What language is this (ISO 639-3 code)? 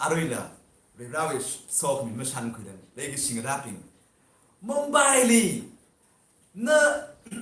nmf